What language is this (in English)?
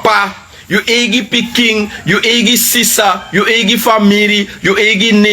Sranan Tongo